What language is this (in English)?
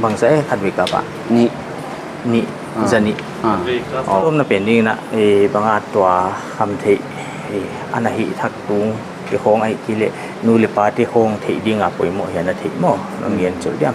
Paite Chin